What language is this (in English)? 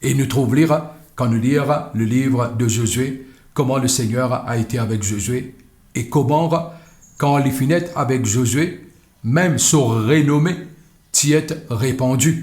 Morisyen